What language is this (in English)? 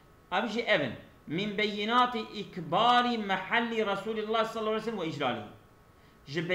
Kurdish